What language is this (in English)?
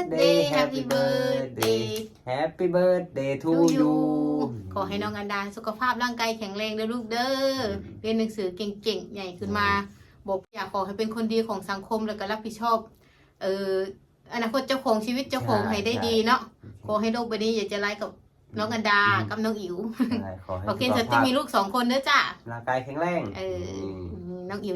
Northeastern Thai